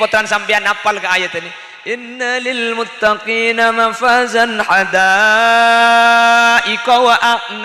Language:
Madurese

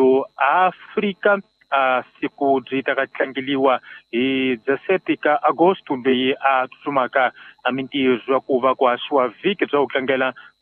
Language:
Tsonga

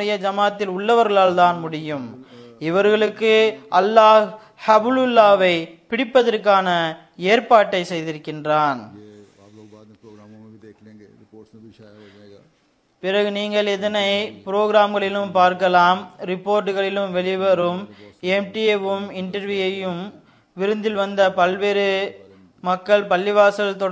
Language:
Tamil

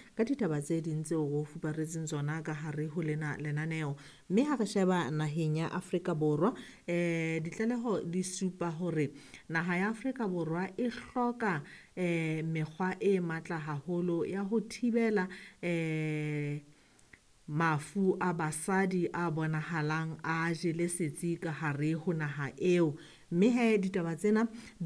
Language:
Southern Sotho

